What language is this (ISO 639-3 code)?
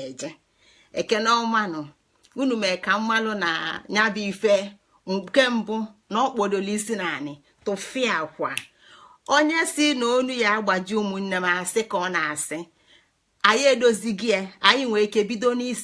ibo